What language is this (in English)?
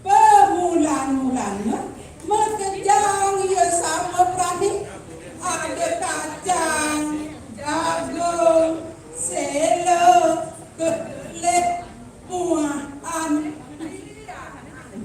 Balinese